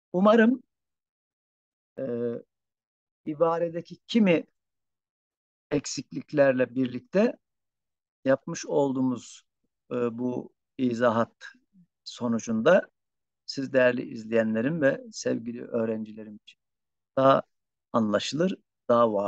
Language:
Turkish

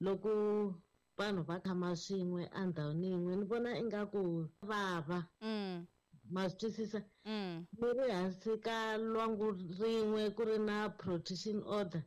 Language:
Tsonga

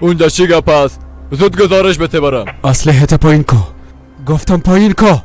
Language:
Persian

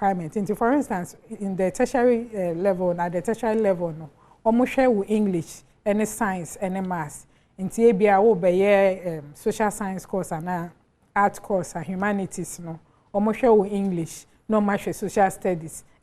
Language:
Akan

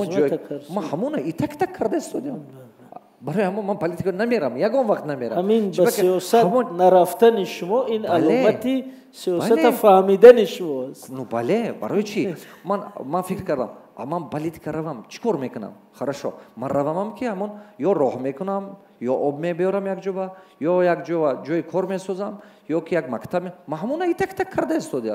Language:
Tajik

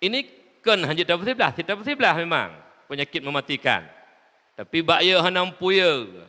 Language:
Achinese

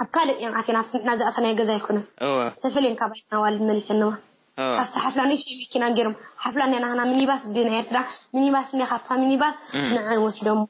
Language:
Tigrinya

